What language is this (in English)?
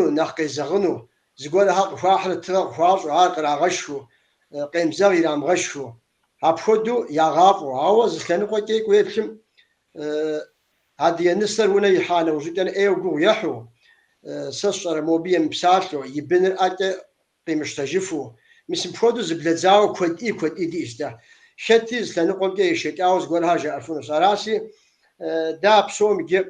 Kabardian